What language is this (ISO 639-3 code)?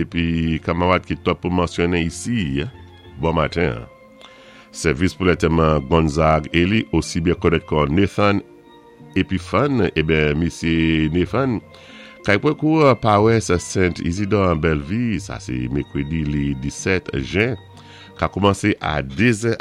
acf